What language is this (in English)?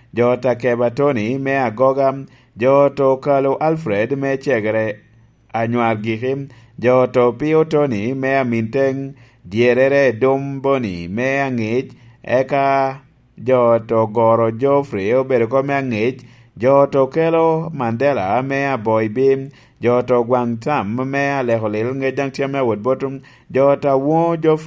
Lango (Uganda)